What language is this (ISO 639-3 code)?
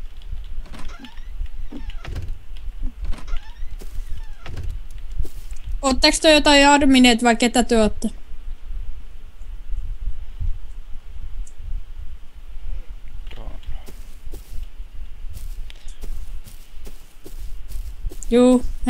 fin